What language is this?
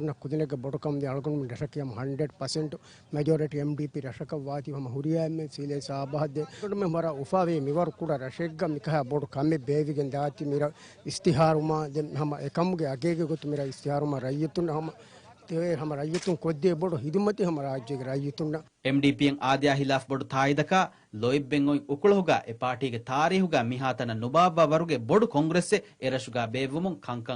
Divehi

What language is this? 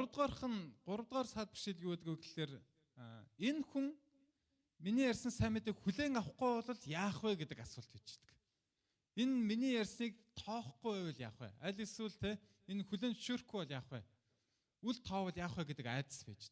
Mongolian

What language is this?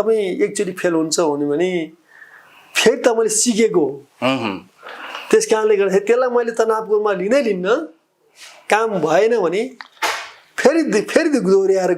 Nepali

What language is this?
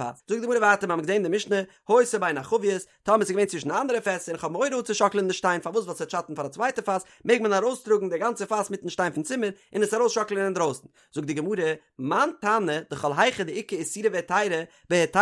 Yiddish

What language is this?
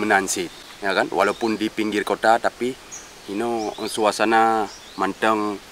Achinese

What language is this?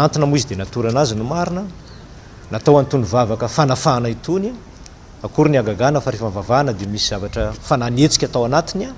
Malagasy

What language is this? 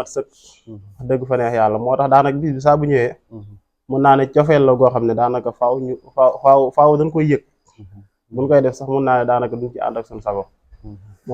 Wolof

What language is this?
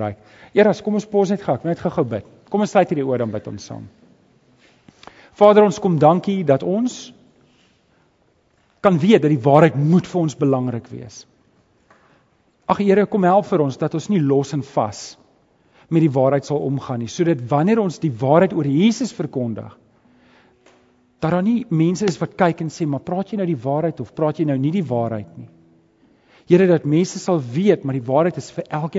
Afrikaans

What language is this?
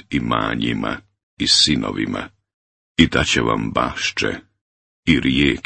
Bosnian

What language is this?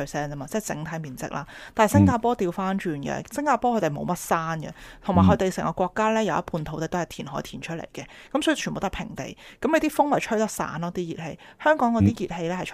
Cantonese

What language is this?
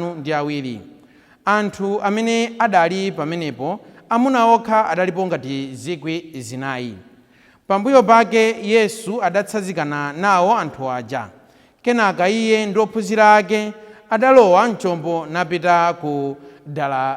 Nyanja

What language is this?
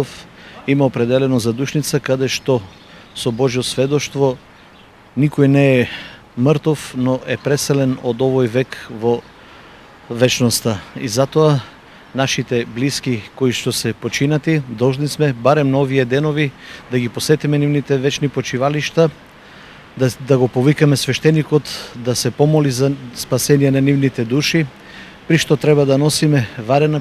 Macedonian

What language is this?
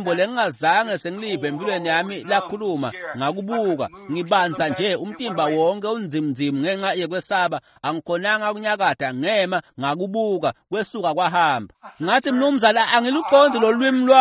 Swati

